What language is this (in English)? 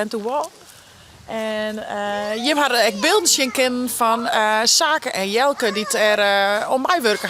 Western Frisian